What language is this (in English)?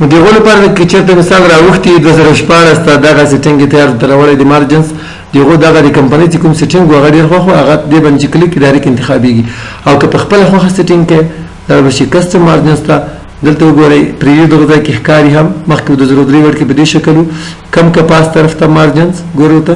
Pashto